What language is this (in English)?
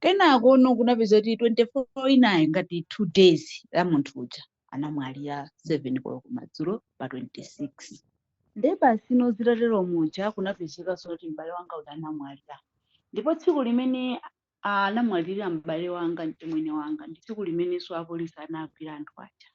Nyanja